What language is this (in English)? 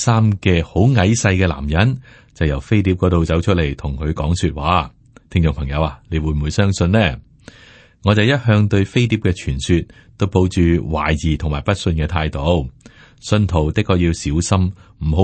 Cantonese